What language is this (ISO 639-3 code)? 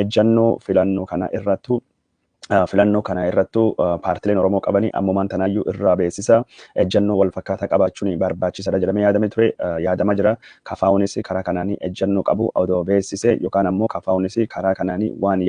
orm